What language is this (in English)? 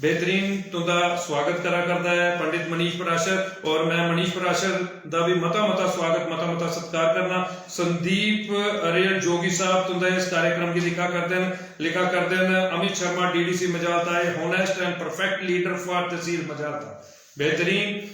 Dogri